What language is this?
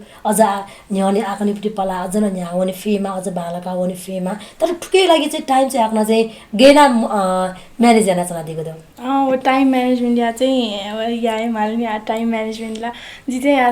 Newari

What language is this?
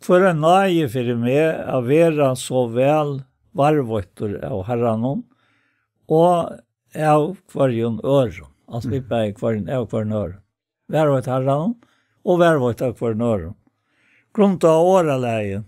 Faroese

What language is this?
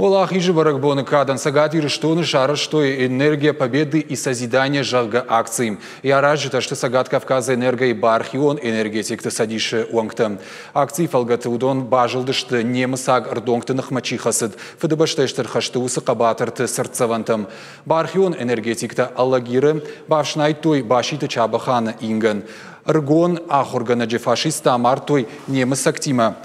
Ossetic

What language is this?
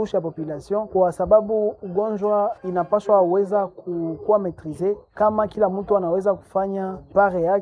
Swahili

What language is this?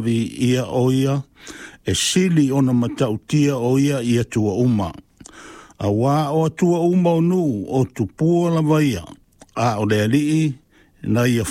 Samoan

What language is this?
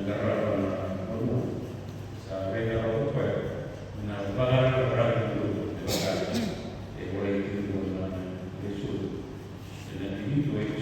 Fijian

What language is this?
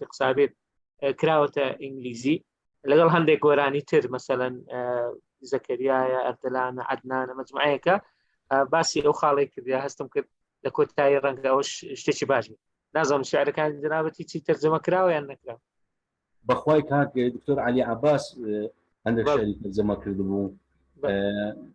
Central Kurdish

